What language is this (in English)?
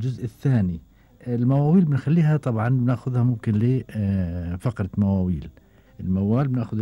Gulf Arabic